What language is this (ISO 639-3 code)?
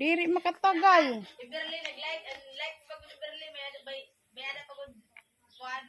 war